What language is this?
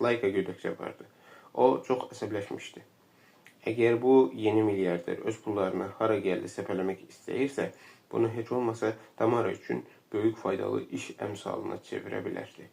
Azerbaijani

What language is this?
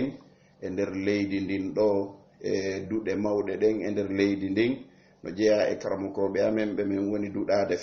Fula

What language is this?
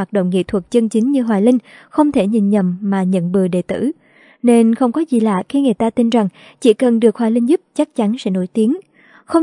Vietnamese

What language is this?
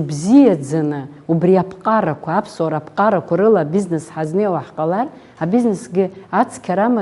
Abkhazian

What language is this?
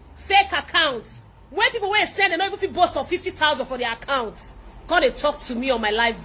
Nigerian Pidgin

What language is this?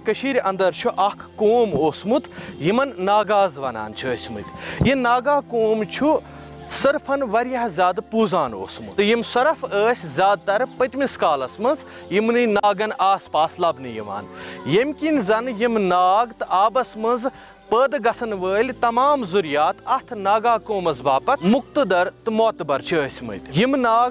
Kashmiri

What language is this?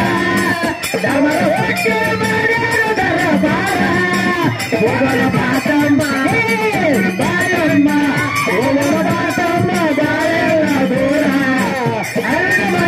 Kannada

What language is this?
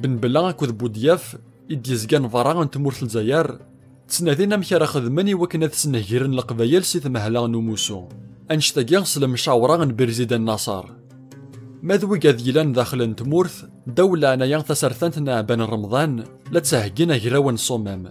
Kabyle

